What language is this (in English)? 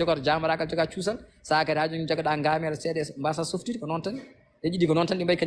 Fula